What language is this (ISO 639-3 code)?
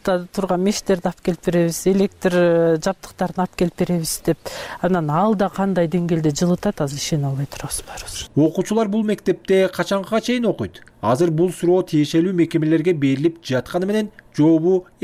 kir